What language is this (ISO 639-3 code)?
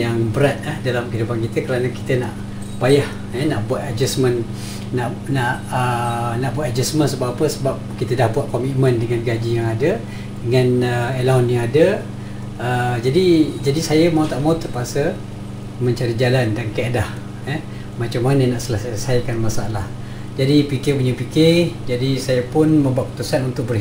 msa